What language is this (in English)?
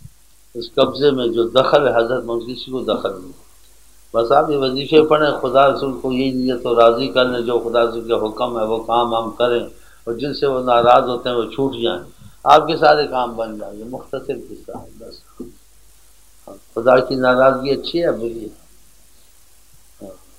Urdu